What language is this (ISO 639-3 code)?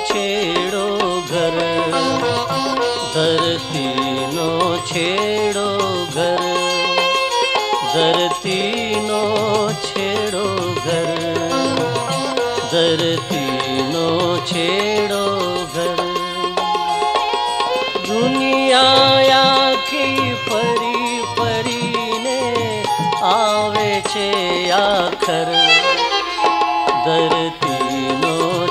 guj